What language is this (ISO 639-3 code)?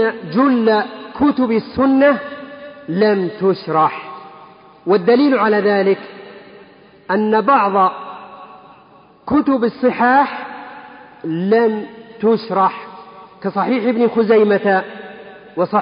ara